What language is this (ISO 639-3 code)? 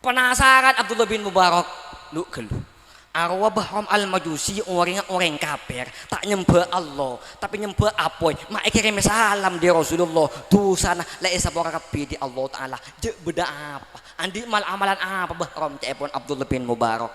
mad